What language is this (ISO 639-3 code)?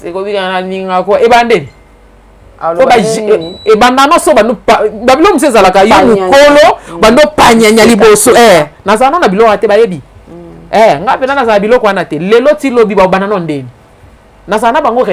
lin